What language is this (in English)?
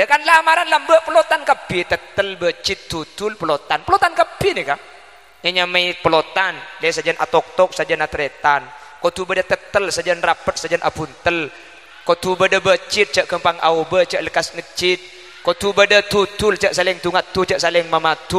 Madurese